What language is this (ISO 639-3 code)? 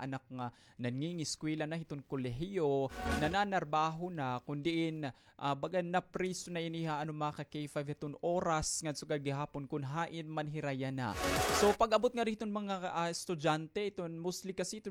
war